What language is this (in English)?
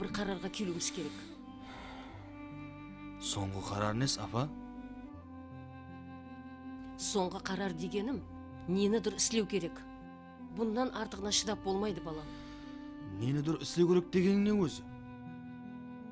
Kara-Kalpak